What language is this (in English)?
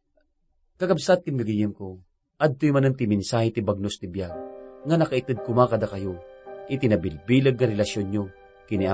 Iloko